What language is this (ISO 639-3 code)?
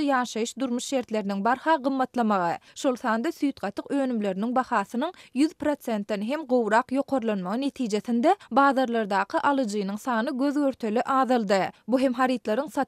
tuk